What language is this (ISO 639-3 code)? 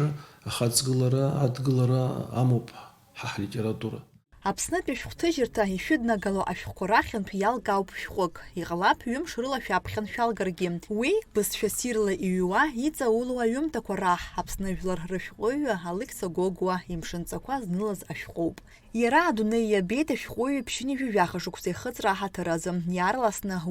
abk